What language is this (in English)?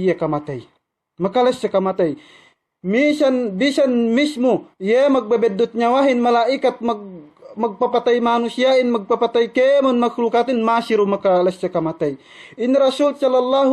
Yakan